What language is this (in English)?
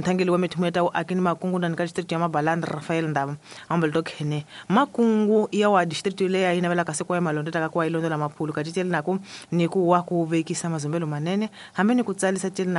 Tsonga